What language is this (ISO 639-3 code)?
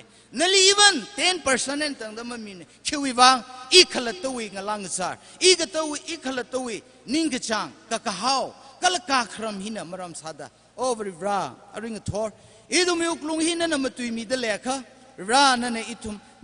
nmf